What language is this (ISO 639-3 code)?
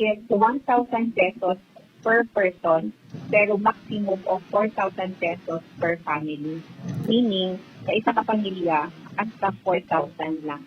hil